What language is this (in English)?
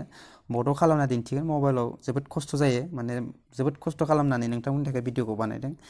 Bodo